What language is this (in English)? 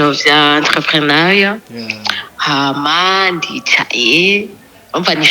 Rundi